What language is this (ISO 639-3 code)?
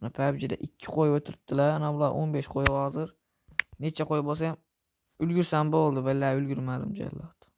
uzb